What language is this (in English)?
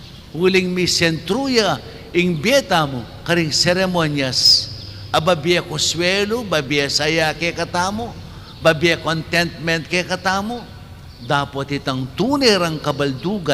Pampanga